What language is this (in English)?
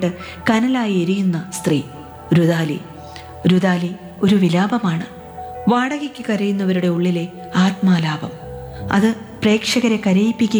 Malayalam